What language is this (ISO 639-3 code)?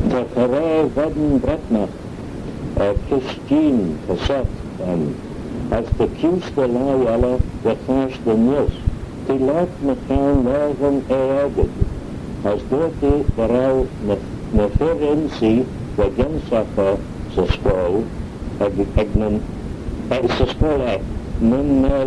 glv